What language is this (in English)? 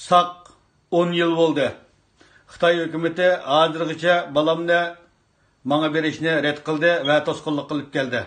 Uyghur